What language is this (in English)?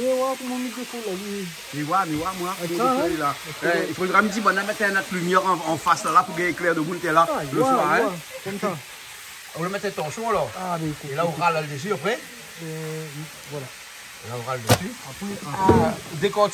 Réunion Creole French